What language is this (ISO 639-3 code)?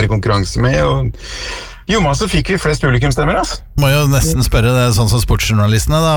nor